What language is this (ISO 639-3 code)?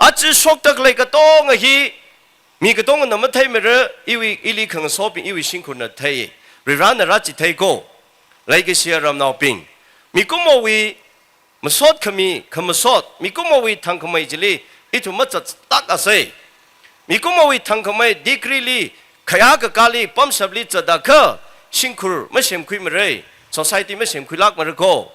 nmf